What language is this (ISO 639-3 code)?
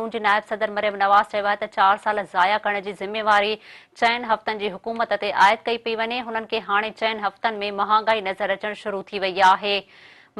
snd